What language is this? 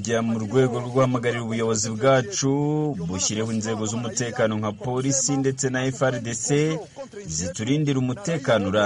Kinyarwanda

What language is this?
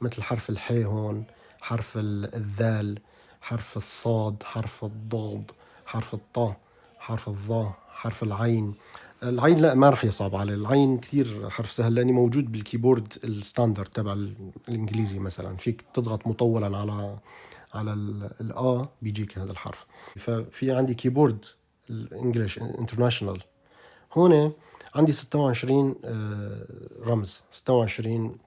North Levantine Arabic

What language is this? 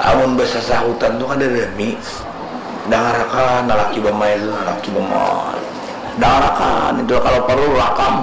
Banjar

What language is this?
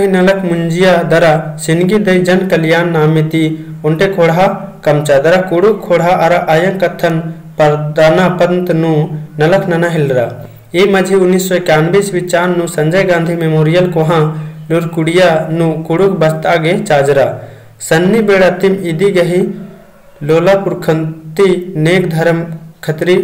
Kurukh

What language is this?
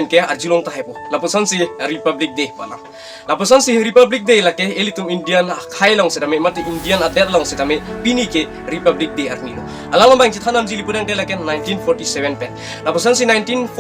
Karbi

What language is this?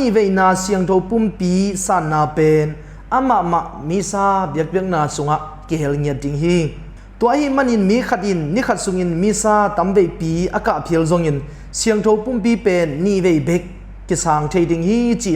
Tedim Chin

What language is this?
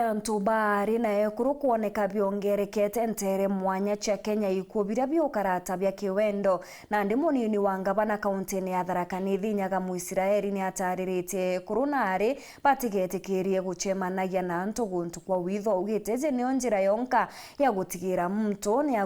Meru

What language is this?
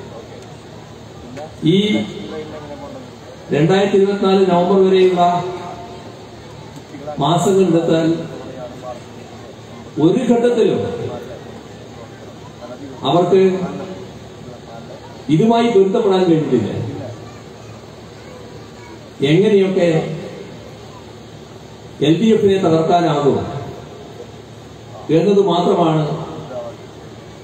Malayalam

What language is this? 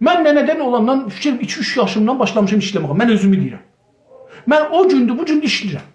South Azerbaijani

